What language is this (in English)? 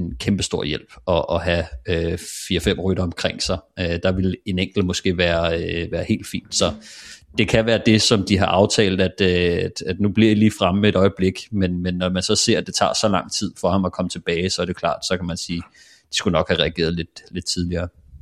Danish